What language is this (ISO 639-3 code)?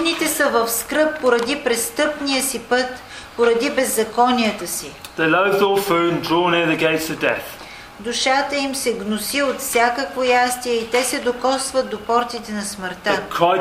bul